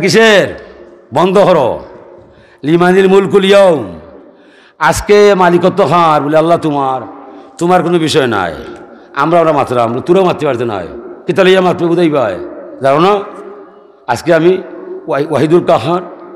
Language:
Sylheti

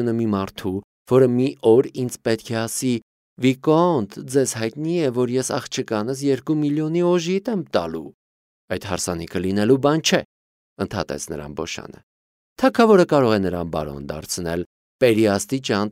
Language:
Armenian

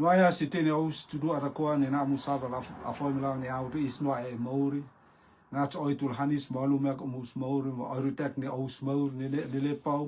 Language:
Rotuman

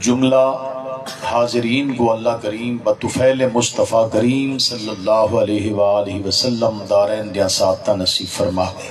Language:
Saraiki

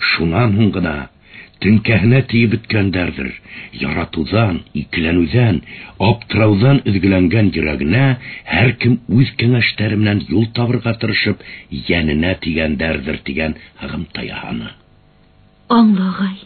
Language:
Bashkir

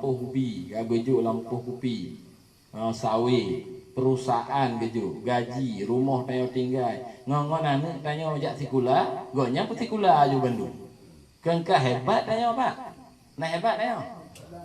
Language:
Achinese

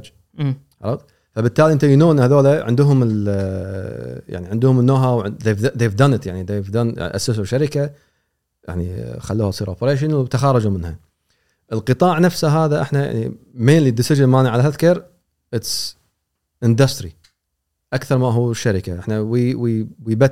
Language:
Gulf Arabic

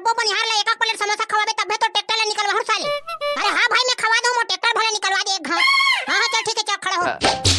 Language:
Chhattisgarhi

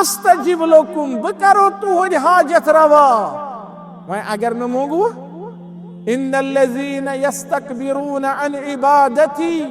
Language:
Kashmiri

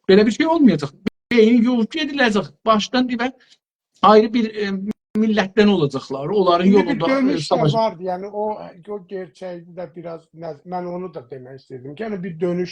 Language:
South Azerbaijani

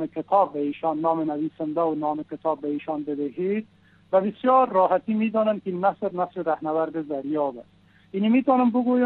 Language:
Persian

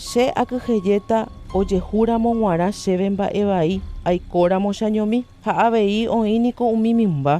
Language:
Guarani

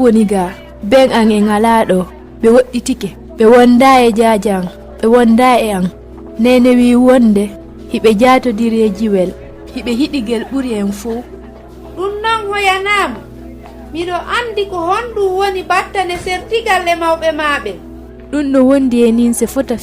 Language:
Fula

